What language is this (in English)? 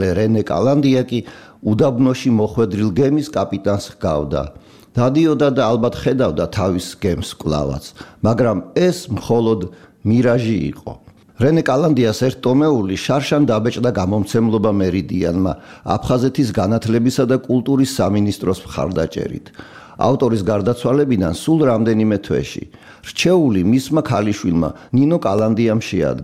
Georgian